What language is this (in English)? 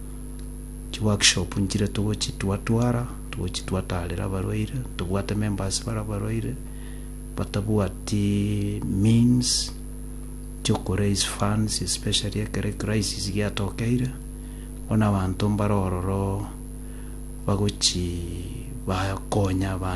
Gusii